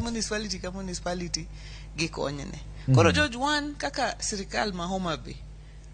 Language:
Luo (Kenya and Tanzania)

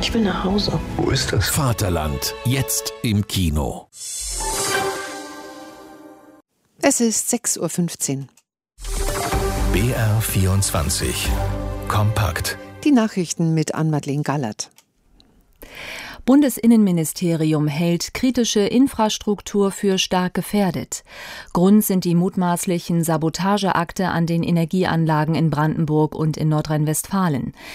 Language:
German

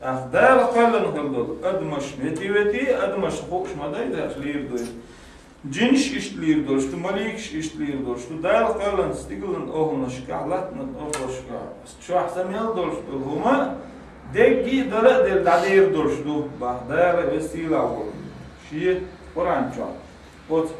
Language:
Chechen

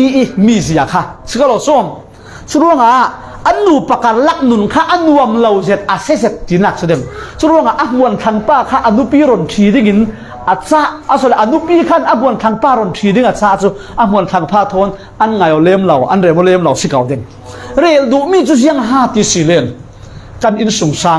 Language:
Falam Chin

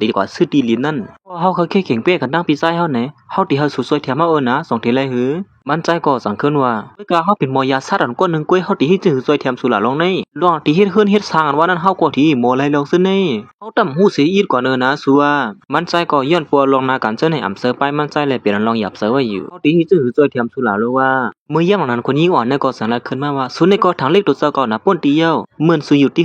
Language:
Shan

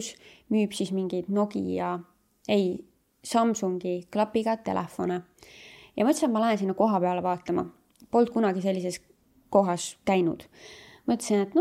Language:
Estonian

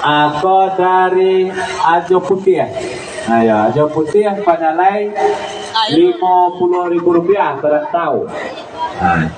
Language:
Minangkabau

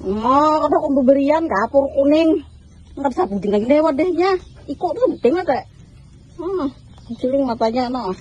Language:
Banjar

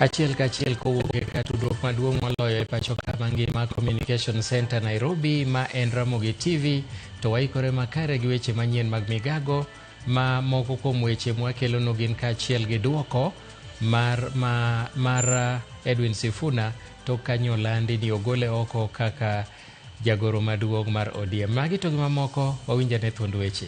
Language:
Luo (Kenya and Tanzania)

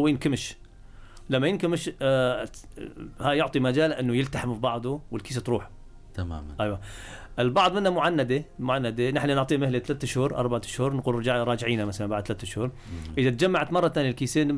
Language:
North Levantine Arabic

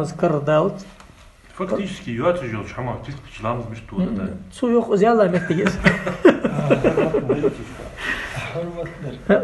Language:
Ingush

